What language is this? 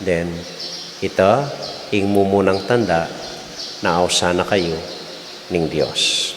Pampanga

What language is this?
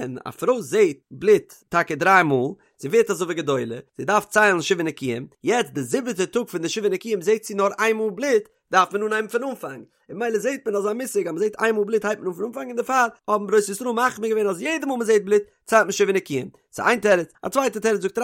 Yiddish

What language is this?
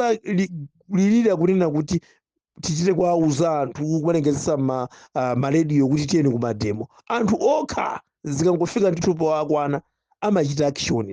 Nyanja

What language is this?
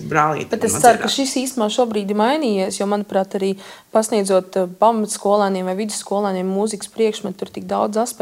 Latvian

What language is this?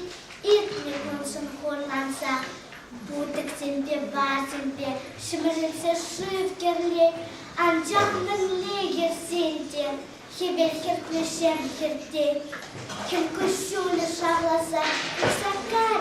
Chuvash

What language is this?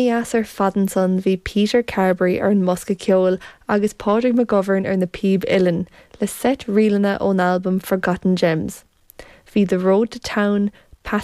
Irish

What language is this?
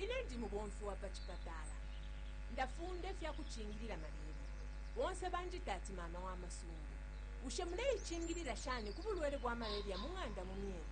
Bemba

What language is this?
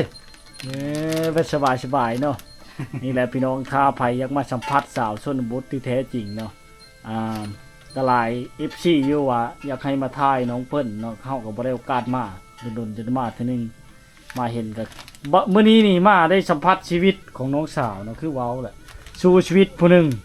Lao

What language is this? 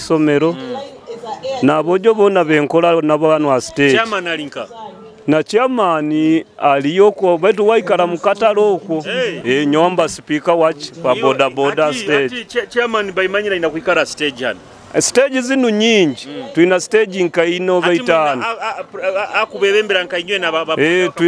Nyoro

